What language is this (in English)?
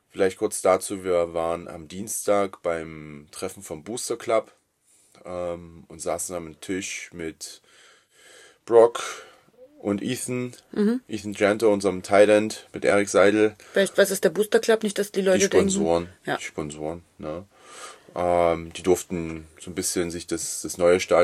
German